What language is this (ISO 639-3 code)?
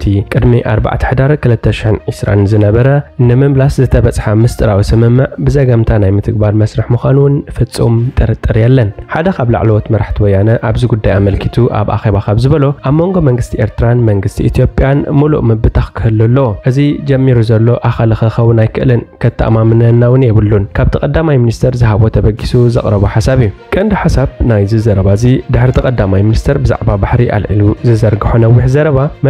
tir